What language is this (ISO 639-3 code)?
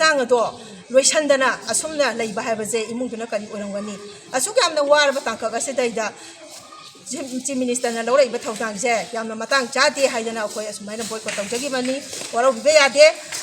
mni